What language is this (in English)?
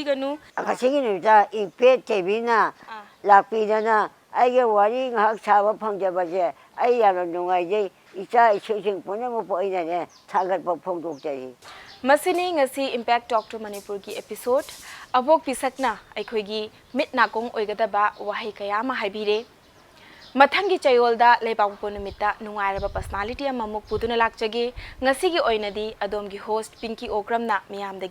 Manipuri